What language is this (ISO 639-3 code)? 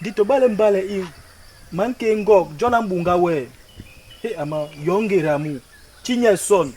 bas